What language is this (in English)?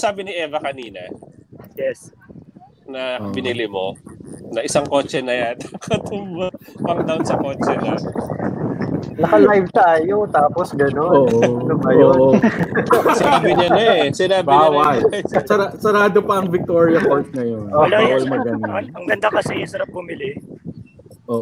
Filipino